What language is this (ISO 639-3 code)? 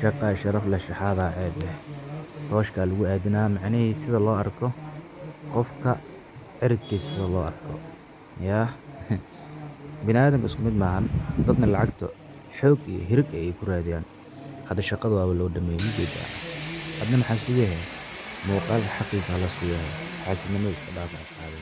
som